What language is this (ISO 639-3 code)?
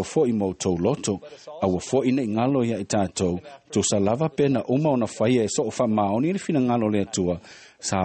smo